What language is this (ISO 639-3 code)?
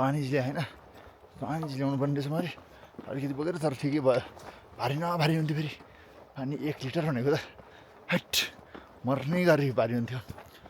nep